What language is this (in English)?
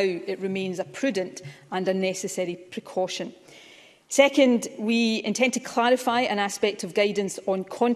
English